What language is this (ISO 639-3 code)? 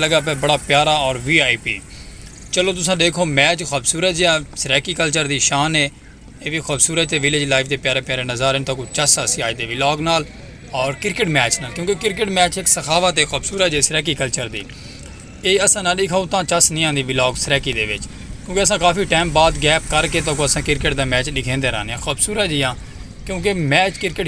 skr